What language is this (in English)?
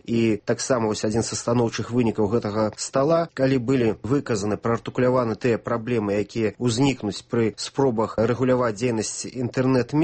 Belarusian